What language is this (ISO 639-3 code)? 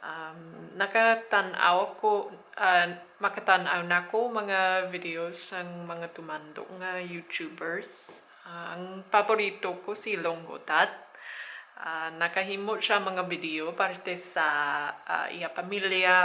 hil